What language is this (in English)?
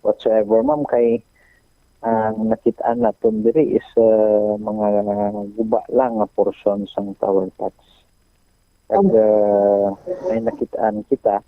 Hiligaynon